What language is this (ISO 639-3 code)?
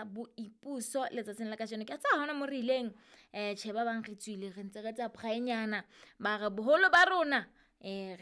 sot